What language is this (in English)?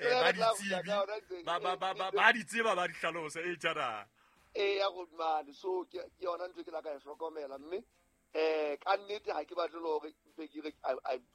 Southern Sotho